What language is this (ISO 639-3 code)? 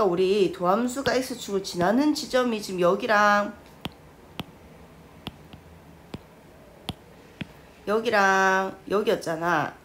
kor